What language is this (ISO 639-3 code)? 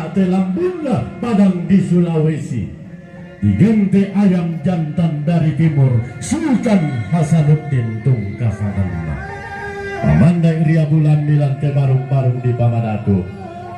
sda